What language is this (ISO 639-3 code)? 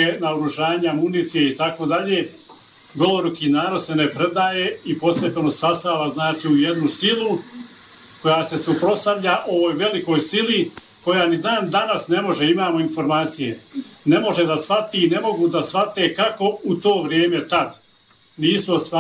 bos